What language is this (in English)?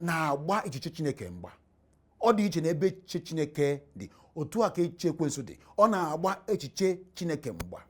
Igbo